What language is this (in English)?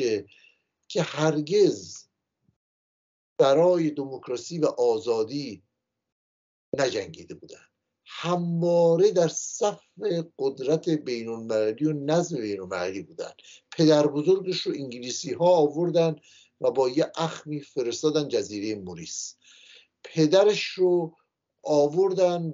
Persian